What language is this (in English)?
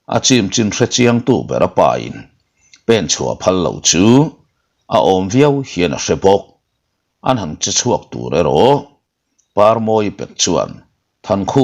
Mizo